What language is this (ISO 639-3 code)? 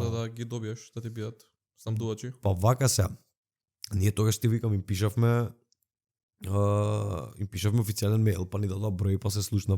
mkd